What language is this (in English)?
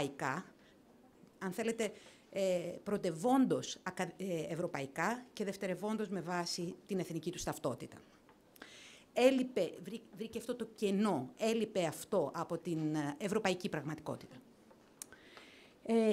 Greek